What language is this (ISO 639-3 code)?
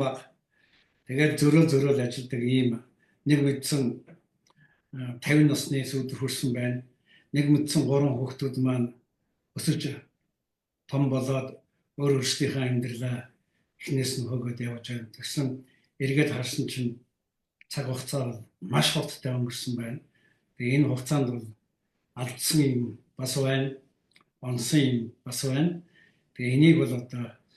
mon